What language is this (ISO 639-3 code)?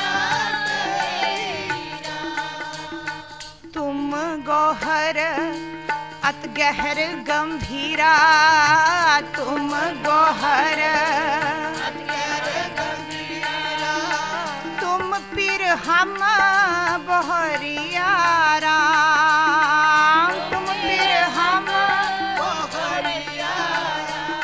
hin